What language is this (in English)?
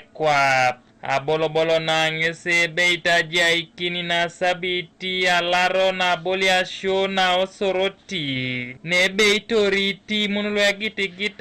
Teso